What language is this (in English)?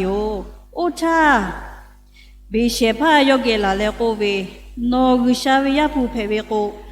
Lahu